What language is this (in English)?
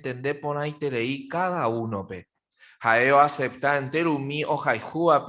Guarani